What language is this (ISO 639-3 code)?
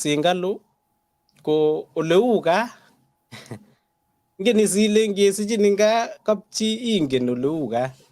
kln